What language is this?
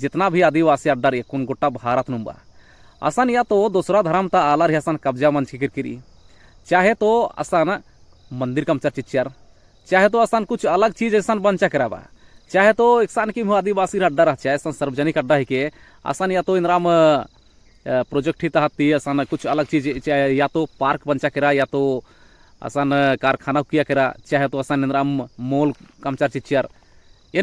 Kurukh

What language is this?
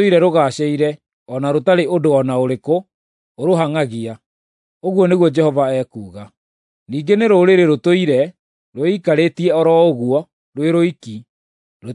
Kikuyu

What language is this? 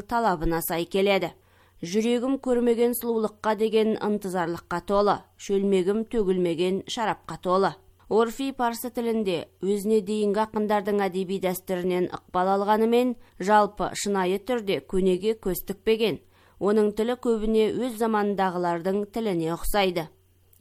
Kazakh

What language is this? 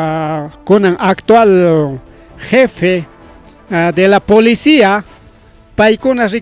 Ayacucho Quechua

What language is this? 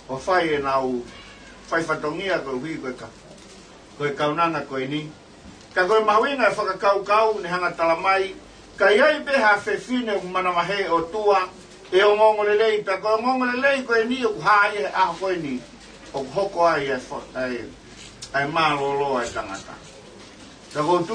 Tongan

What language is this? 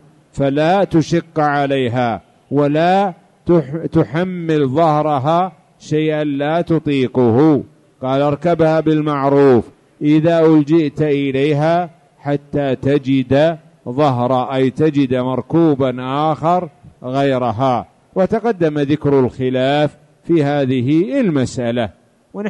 Arabic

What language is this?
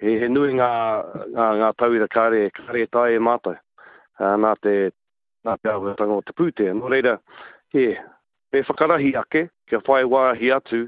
Māori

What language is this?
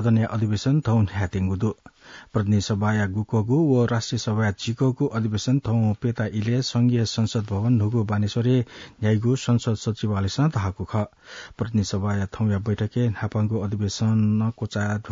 Newari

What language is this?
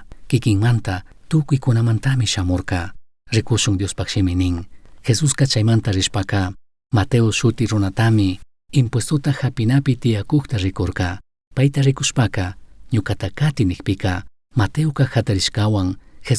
Chimborazo Highland Quichua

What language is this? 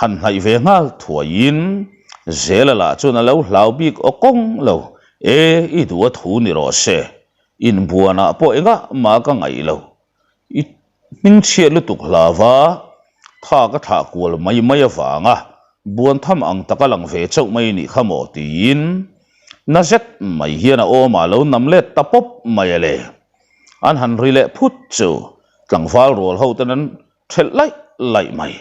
Mizo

